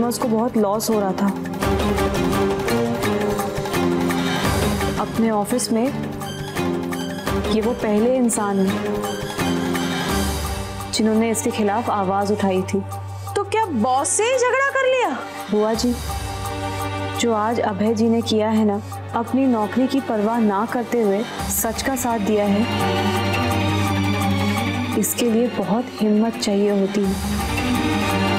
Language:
Hindi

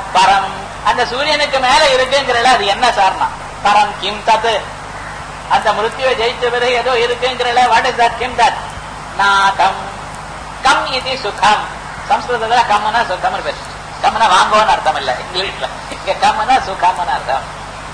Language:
Tamil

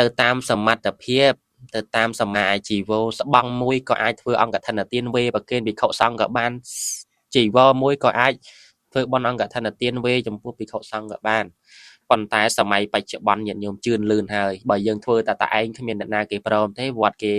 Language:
Khmer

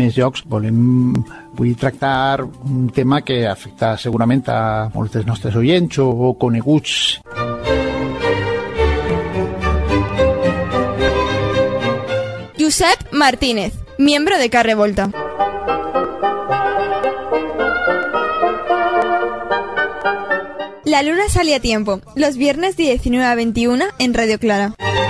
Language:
Spanish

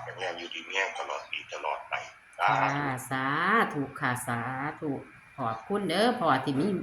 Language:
Northeastern Thai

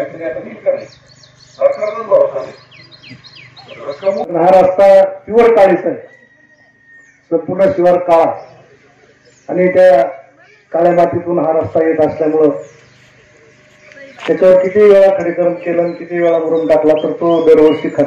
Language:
Marathi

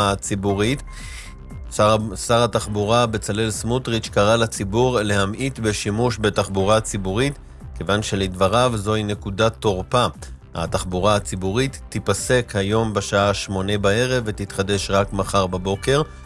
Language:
Hebrew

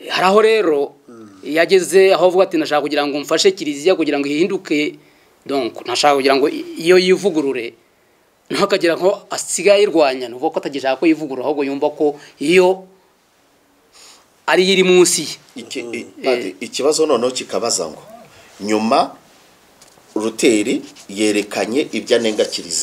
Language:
Kinyarwanda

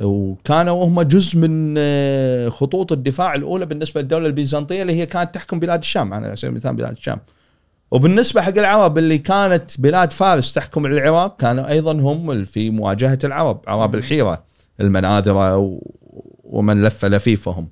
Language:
Gulf Arabic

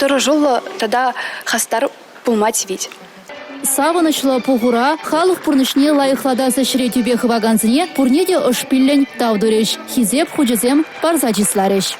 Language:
Chuvash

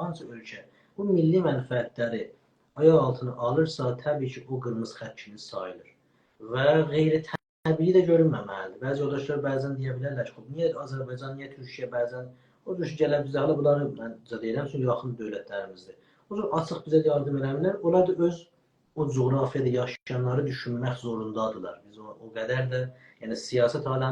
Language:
South Azerbaijani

